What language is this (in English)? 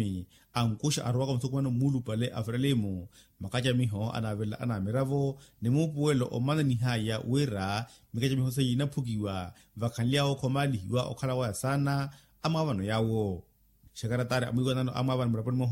Makhuwa